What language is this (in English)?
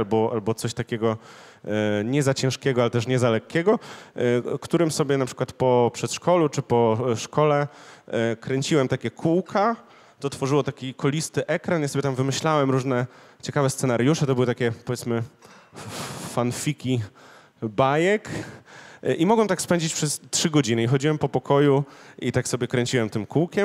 Polish